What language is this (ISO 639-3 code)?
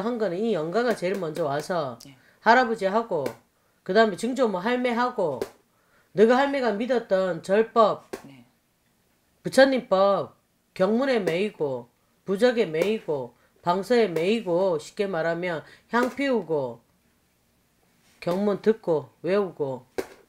kor